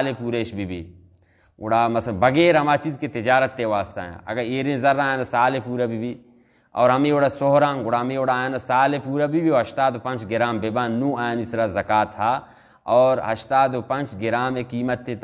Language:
Baluchi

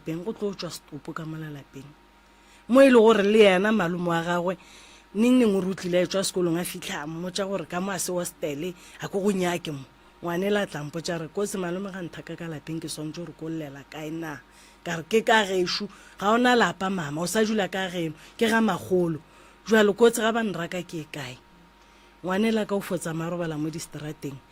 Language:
Northern Sotho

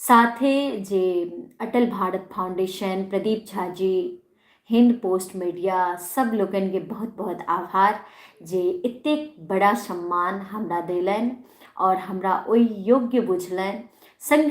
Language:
Maithili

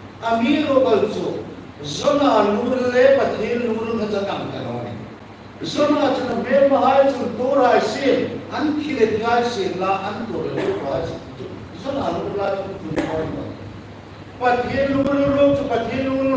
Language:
Hmar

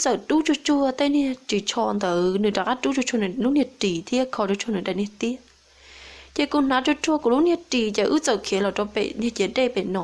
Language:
Hmong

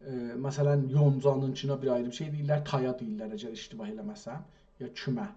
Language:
South Azerbaijani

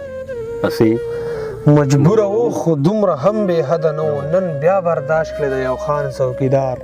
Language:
Pashto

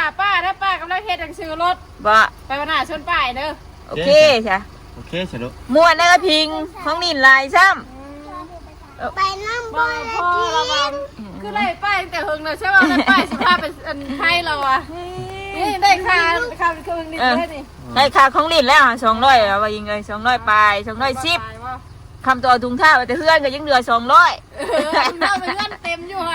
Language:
Northeastern Thai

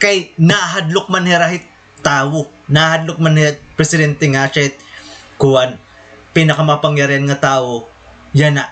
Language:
Waray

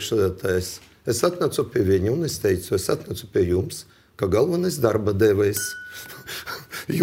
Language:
Latvian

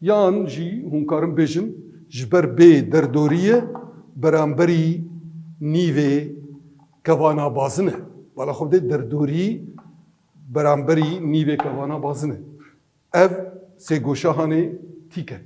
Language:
Kurdish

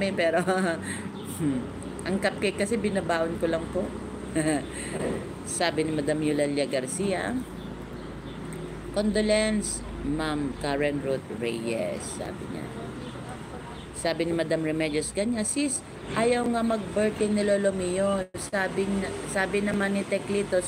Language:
Filipino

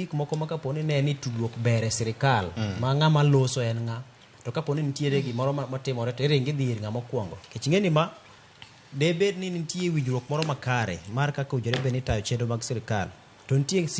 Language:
Luo (Kenya and Tanzania)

